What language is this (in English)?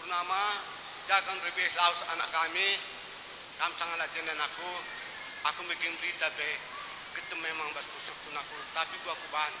Batak Karo